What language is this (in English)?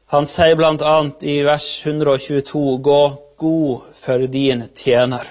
Norwegian